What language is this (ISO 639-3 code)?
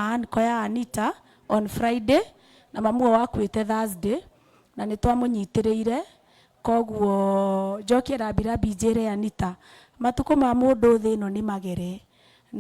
kik